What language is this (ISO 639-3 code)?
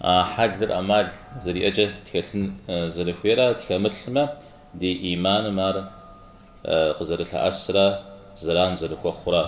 kbd